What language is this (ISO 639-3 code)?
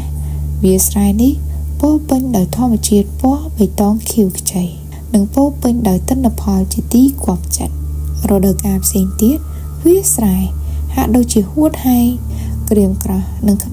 khm